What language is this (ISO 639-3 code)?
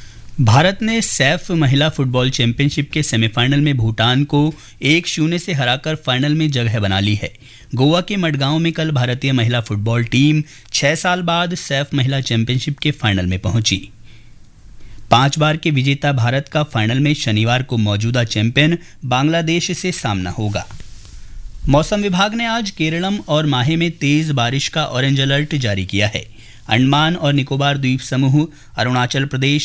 hin